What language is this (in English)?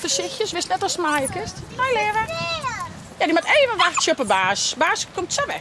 Western Frisian